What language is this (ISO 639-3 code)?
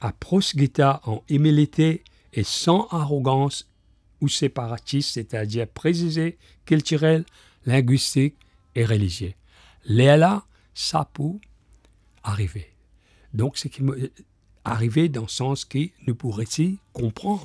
mfe